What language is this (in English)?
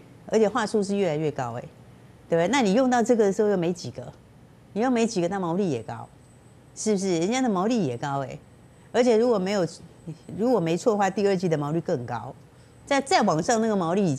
Chinese